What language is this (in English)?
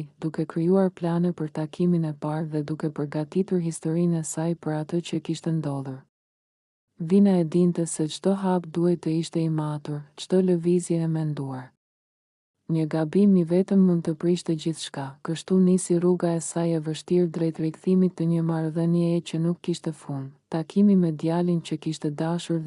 Albanian